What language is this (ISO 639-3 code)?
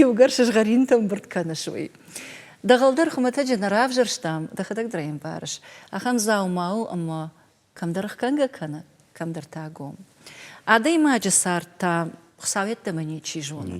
oss